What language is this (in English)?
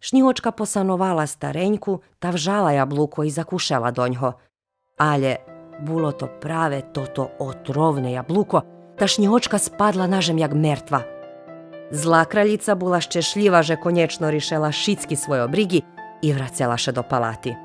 Rusyn